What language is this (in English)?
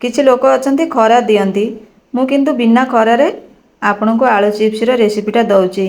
Odia